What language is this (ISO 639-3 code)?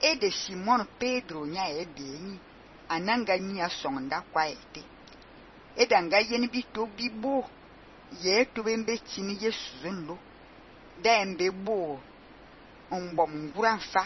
fan